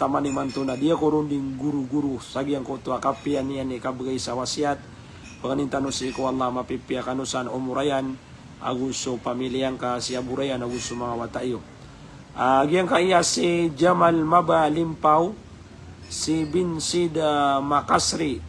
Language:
Maranao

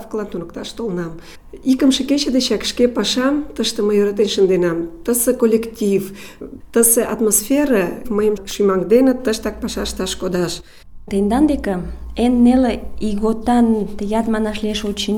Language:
Mari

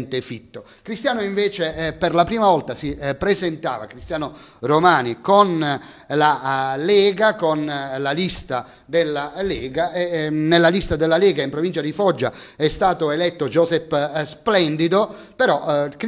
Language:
Italian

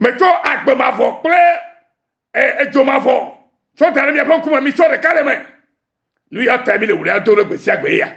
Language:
Ewe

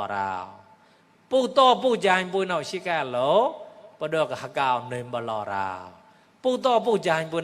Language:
Mon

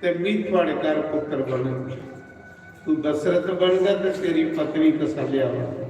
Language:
Dogri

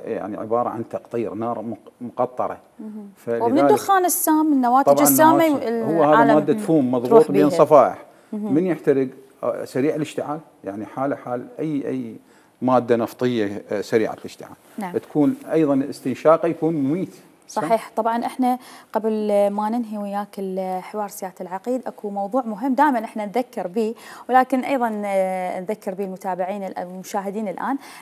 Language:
Mesopotamian Arabic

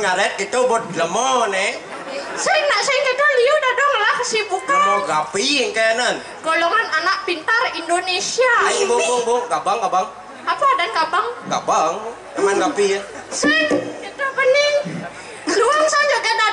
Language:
Balinese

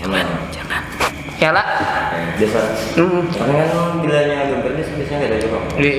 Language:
Banjar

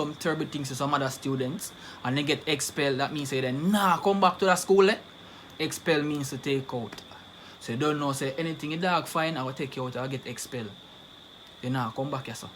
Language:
Jamaican Creole English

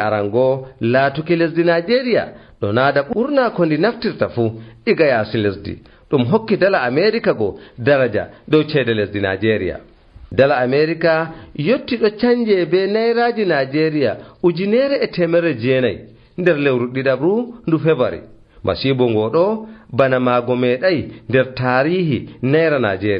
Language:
Nigerian Fulfulde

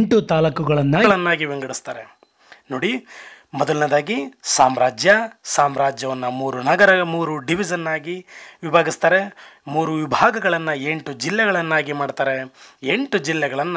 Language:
Kannada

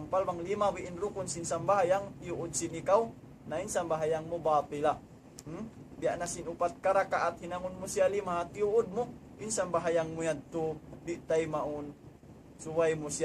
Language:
Tausug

